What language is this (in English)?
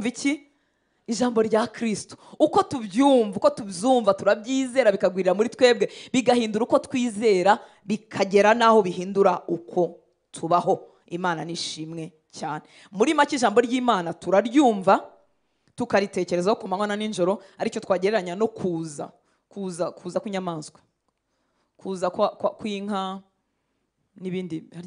Kinyarwanda